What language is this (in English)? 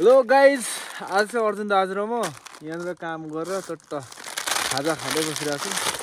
Nepali